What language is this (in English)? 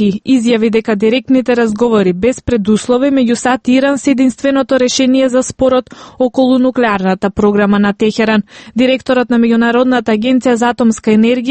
Macedonian